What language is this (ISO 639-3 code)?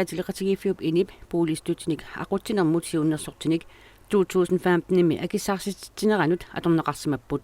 kal